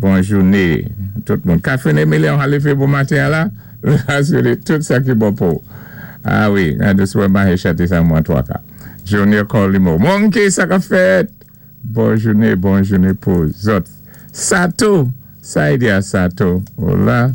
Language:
Saint Lucian Creole French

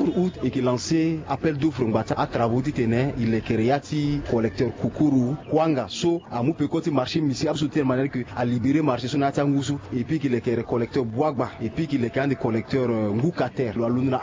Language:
Sango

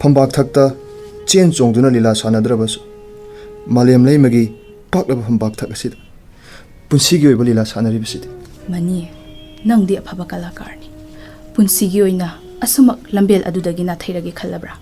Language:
Manipuri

